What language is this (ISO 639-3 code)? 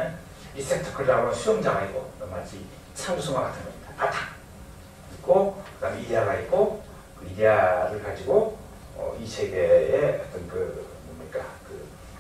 kor